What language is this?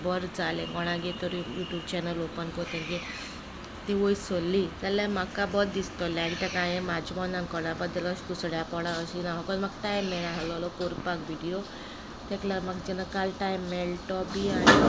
Konkani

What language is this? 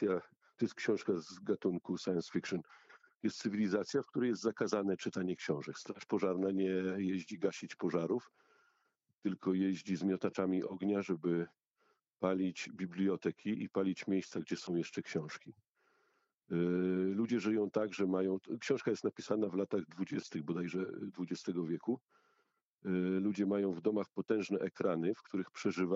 Polish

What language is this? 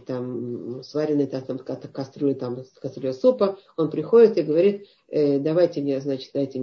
Russian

